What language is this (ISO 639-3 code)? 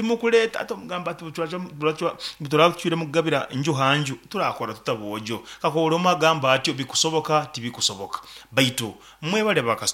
nyo